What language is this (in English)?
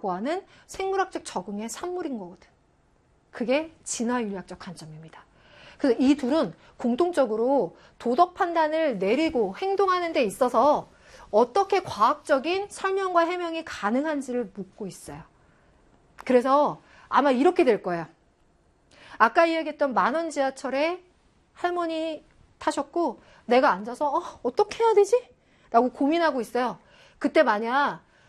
Korean